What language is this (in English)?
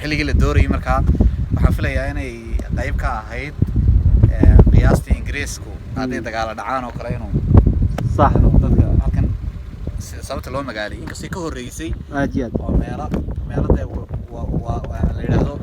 Somali